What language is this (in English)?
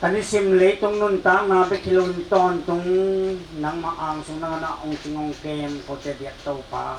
Tedim Chin